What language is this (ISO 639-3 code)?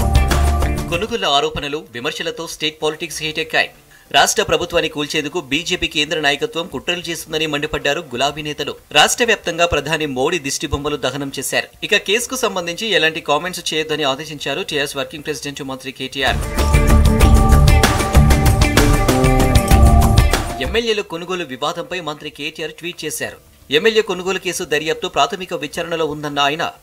tel